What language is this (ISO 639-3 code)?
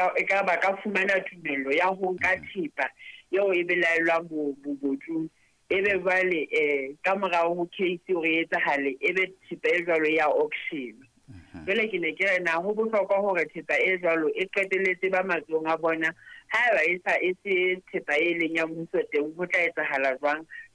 sot